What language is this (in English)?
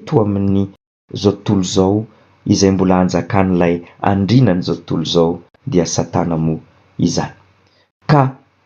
Malagasy